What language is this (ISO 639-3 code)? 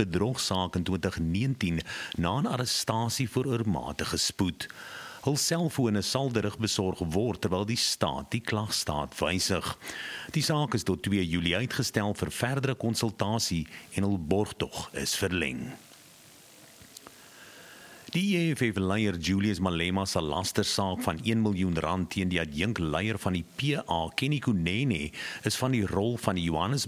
afr